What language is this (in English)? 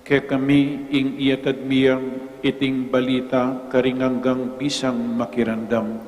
Pampanga